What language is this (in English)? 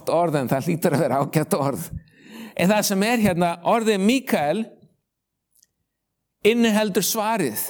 Icelandic